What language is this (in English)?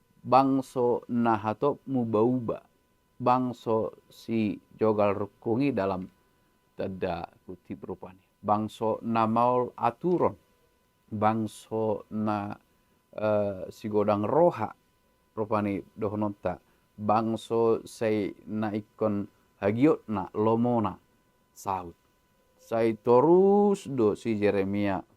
Batak Toba